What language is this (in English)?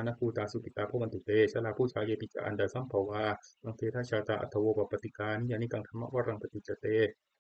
Pali